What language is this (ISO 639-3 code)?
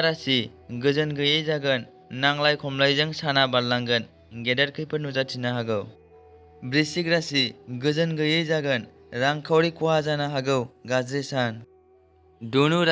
brx